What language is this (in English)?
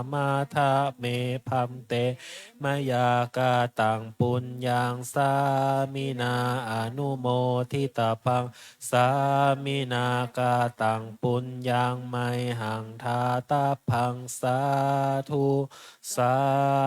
Pali